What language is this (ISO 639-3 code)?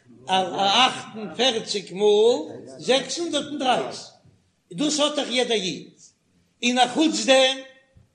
yid